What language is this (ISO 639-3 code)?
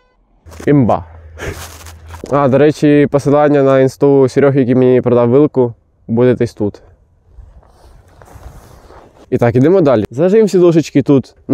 ukr